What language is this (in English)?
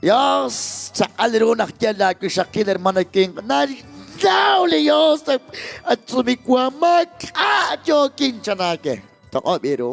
Kekchí